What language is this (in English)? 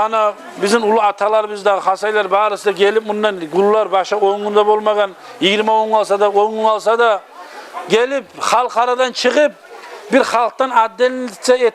Kumyk